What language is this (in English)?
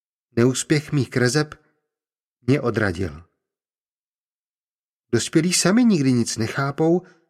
Czech